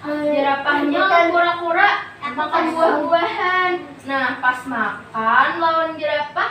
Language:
Banjar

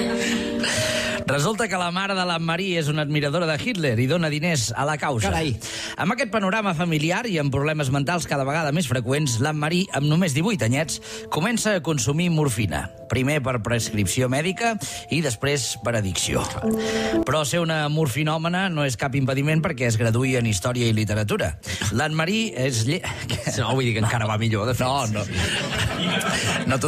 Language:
Catalan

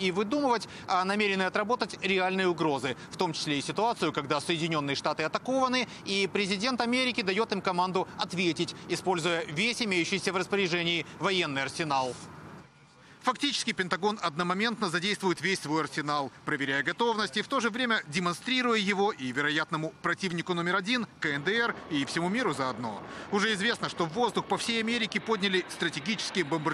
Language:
Russian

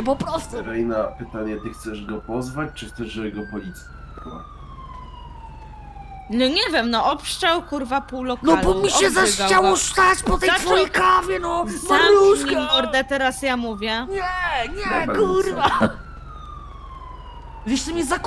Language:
Polish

